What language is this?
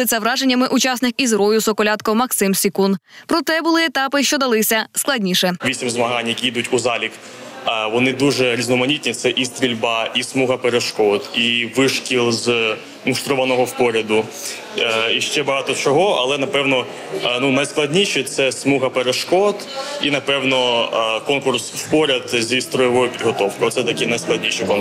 Ukrainian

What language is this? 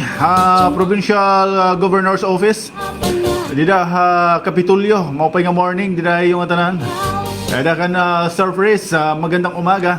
Waray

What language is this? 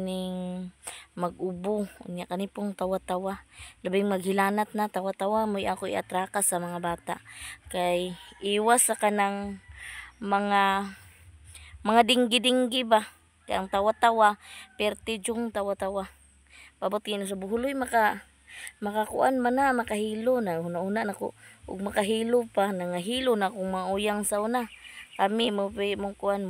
Cebuano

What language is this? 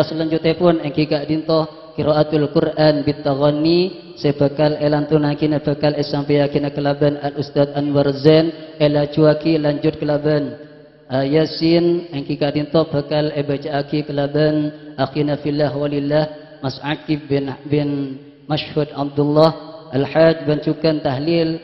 Madurese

